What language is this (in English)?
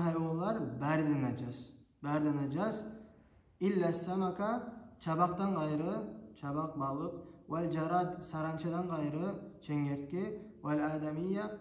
Kumyk